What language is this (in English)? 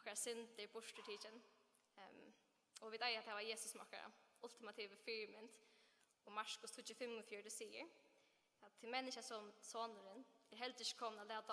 Faroese